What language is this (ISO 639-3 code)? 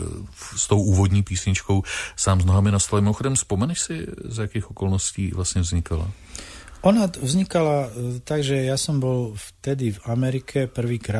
slk